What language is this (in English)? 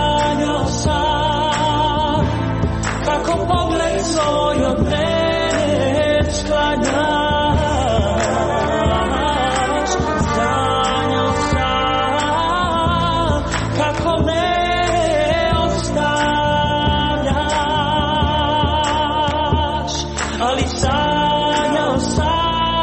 Croatian